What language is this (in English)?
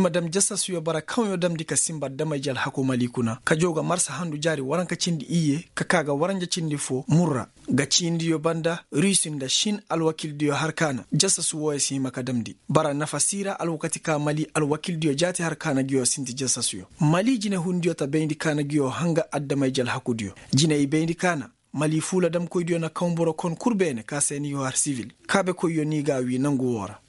Koyraboro Senni